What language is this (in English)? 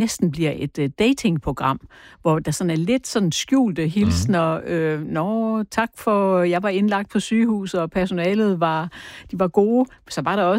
Danish